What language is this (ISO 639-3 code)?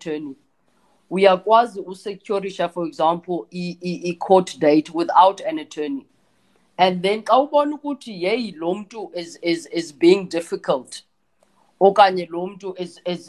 xho